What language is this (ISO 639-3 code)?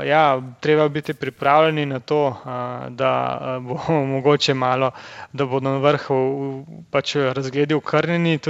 slv